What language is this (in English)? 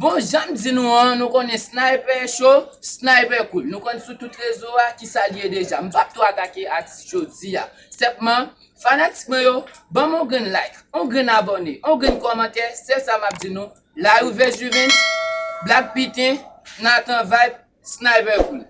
Haitian Creole